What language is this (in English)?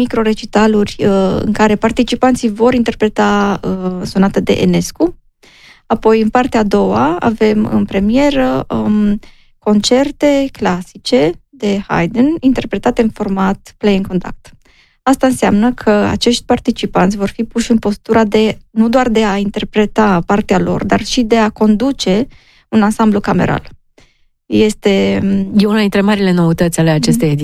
Romanian